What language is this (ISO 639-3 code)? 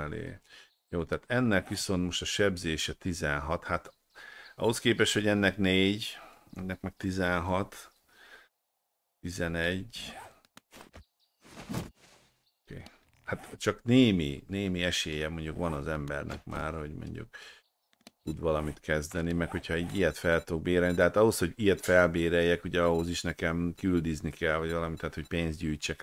hun